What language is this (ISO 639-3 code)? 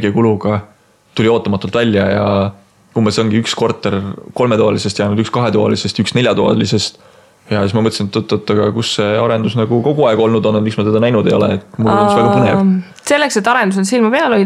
est